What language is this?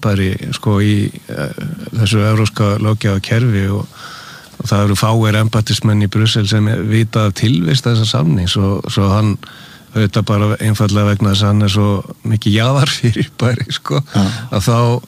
Icelandic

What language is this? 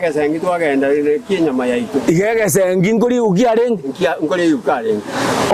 Gusii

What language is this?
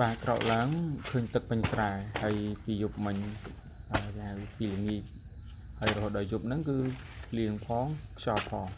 Khmer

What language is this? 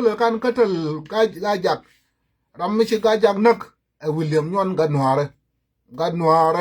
Nuer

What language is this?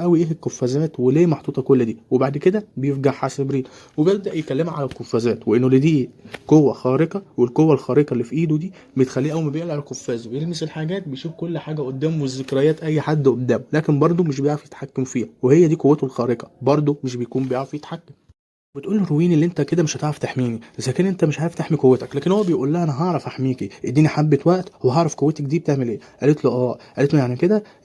Egyptian Arabic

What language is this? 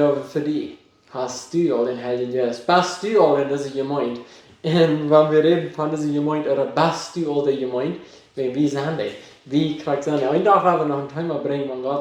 Plautdietsch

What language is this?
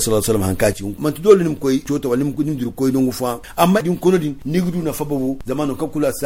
Zarma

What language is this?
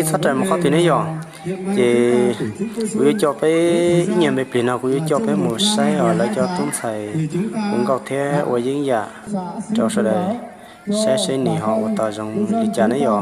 Hmong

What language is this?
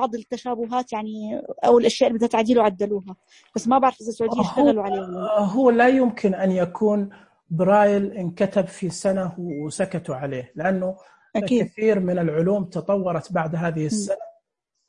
Najdi Arabic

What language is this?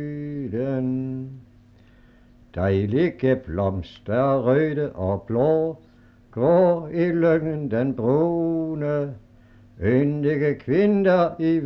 Danish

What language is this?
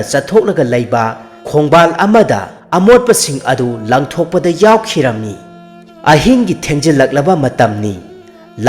Manipuri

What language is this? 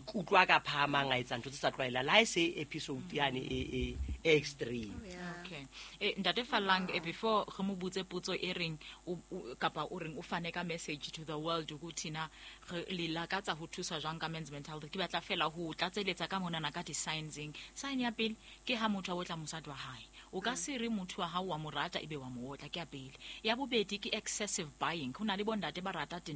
Southern Sotho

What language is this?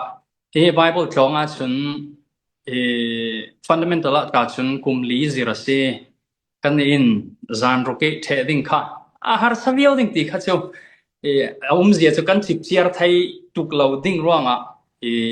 Falam Chin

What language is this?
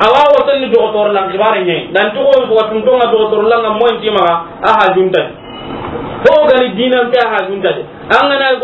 Soninke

